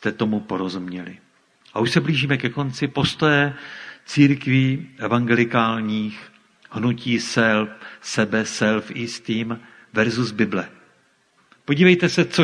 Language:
Czech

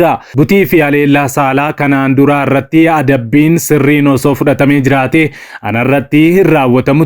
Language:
Oromo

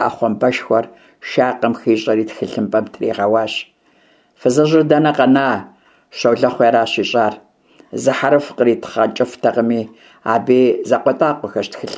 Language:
Kabardian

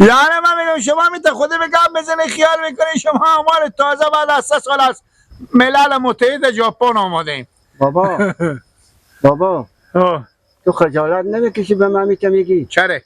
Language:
Persian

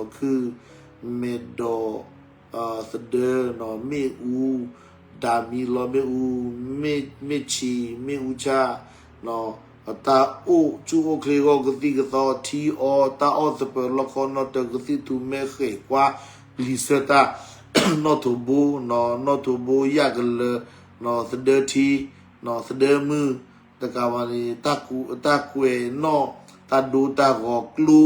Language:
S'gaw Karen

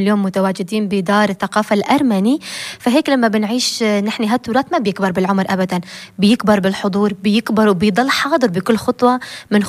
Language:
North Levantine Arabic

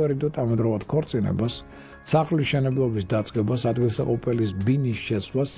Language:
Georgian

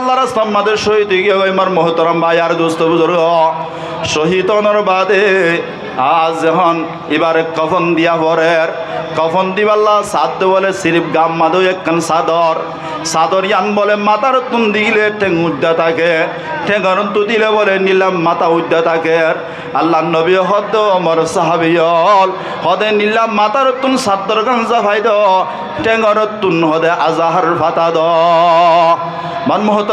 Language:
Rohingya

